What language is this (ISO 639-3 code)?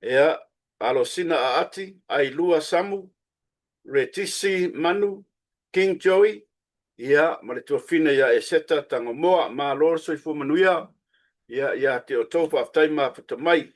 smo